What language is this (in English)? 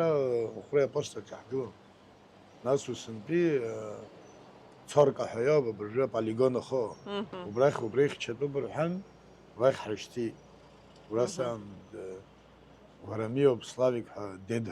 Abkhazian